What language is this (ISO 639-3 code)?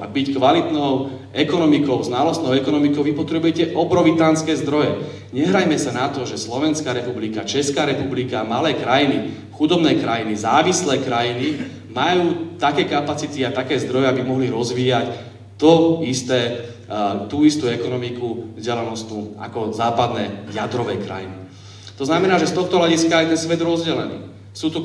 slk